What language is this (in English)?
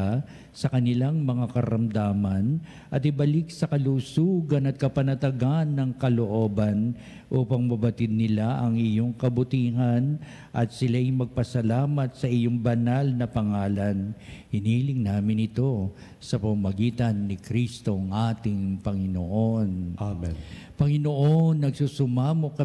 Filipino